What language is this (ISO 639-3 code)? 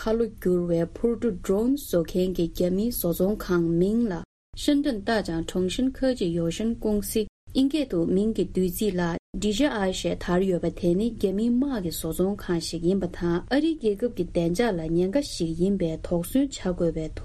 bod